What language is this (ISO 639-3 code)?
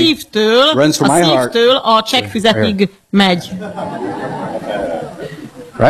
hun